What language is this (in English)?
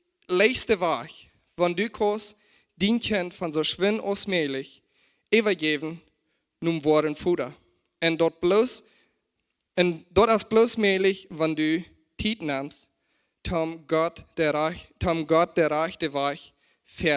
Plautdietsch